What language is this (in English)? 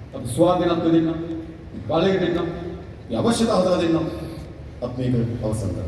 Sinhala